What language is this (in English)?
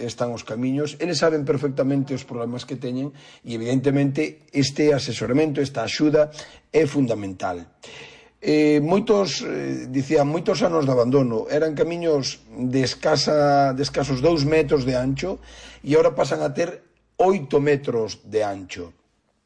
Galician